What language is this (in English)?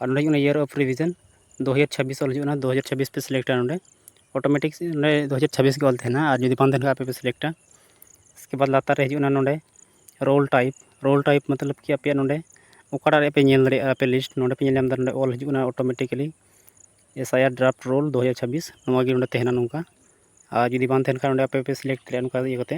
Santali